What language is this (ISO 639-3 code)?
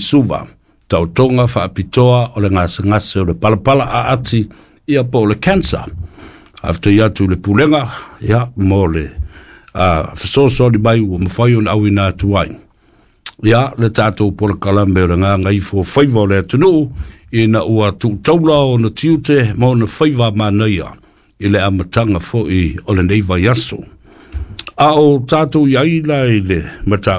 smo